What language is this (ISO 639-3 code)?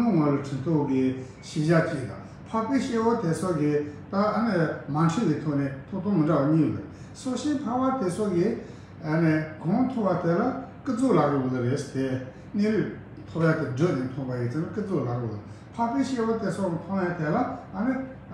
bod